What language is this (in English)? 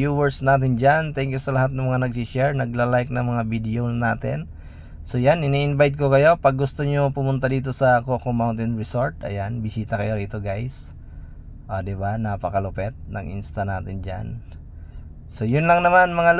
Filipino